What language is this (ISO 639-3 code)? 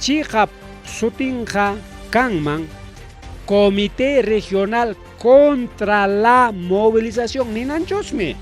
quy